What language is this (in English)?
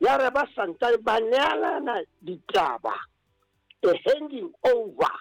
Southern Sotho